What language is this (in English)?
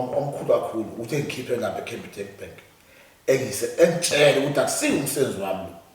Zulu